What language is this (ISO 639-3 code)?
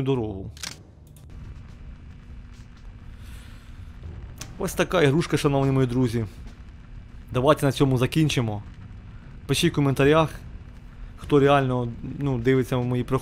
ukr